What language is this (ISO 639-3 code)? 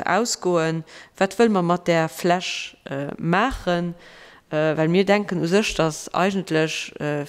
ltz